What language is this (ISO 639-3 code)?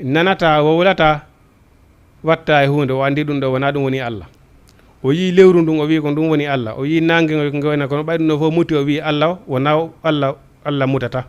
ful